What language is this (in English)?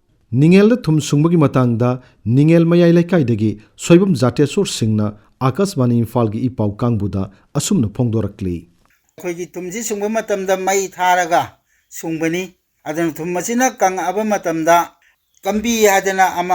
Manipuri